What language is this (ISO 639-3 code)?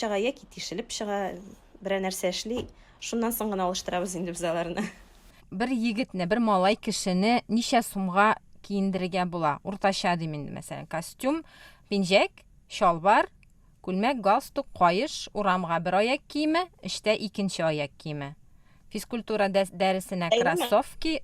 tat